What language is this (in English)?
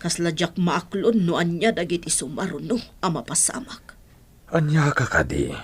Iloko